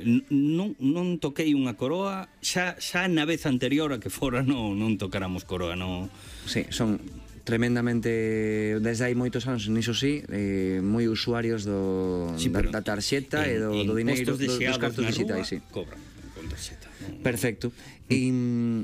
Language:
Galician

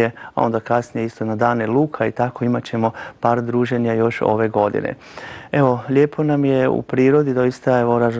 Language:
Croatian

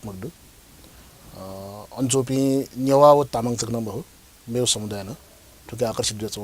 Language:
Newari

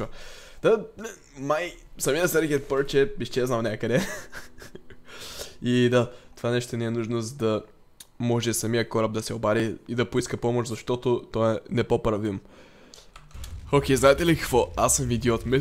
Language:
Bulgarian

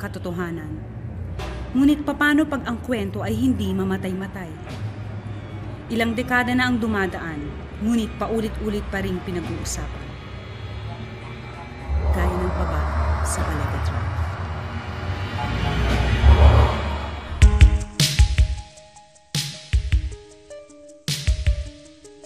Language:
Filipino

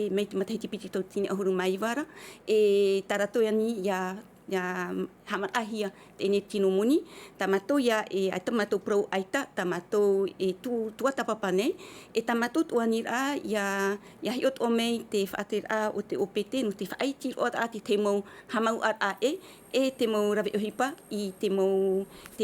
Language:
Tahitian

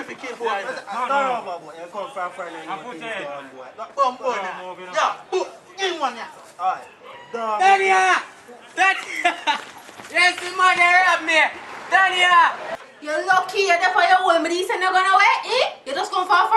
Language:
Jamaican Creole English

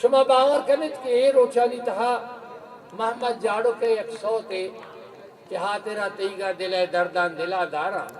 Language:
Eastern Balochi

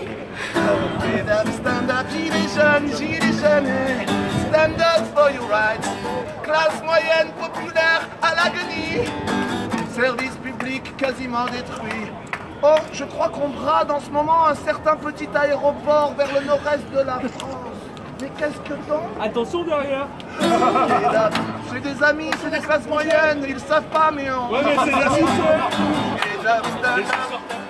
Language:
French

